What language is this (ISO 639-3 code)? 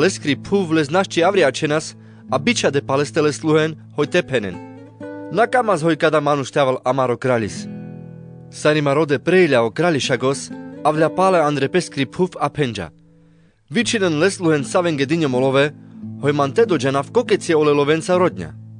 rmc